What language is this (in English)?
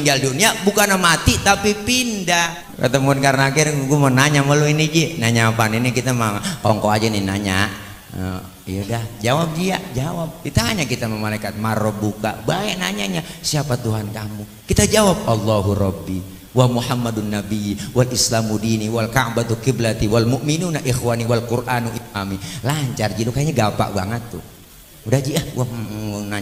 Betawi